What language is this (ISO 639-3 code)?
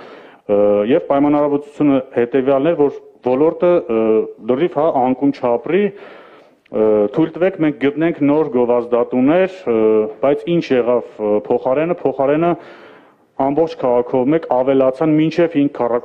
hye